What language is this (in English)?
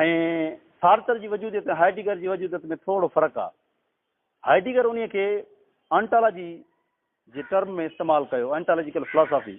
Sindhi